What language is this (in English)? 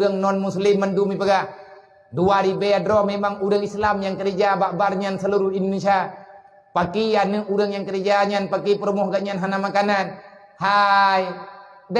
Achinese